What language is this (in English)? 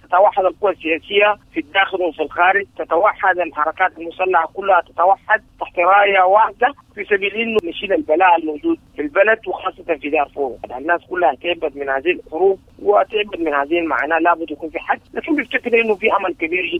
Sudanese Arabic